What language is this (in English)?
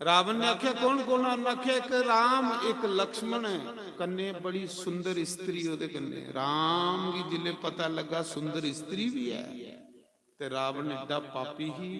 Dogri